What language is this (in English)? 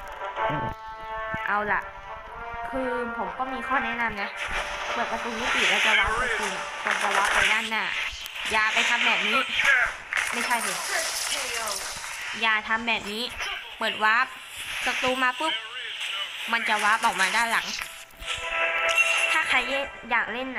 Thai